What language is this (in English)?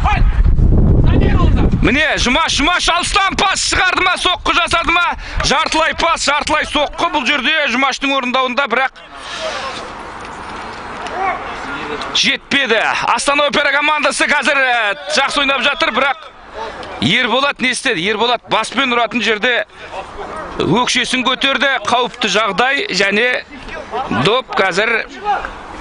Kazakh